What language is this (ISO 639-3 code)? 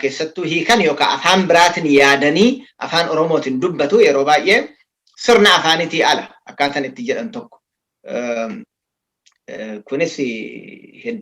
orm